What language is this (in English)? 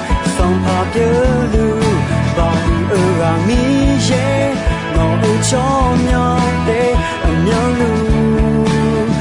Akha